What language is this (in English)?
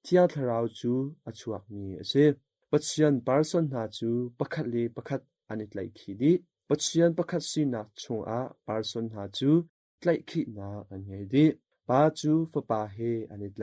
Hakha Chin